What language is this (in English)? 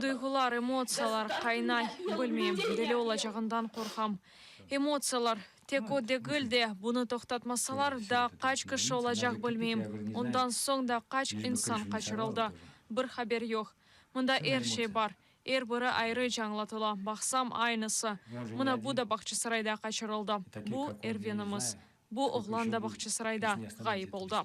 Crimean Tatar